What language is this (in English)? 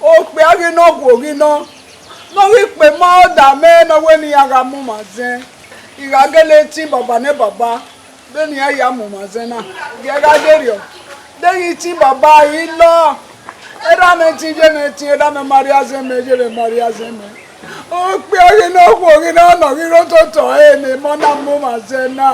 Bini